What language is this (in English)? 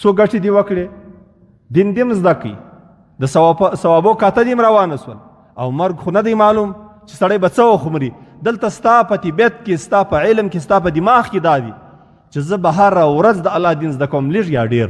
Pashto